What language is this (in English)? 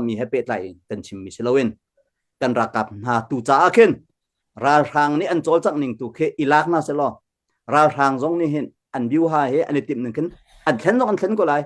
Hakha Chin